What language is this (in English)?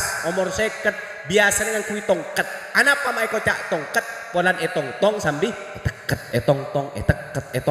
Madurese